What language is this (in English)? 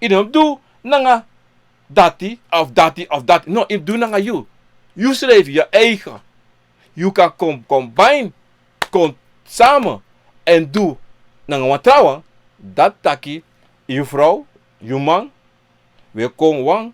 Sranan Tongo